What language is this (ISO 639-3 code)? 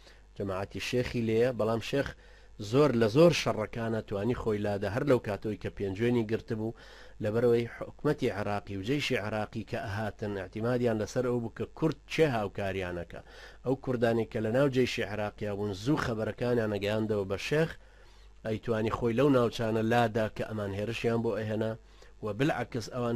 ckb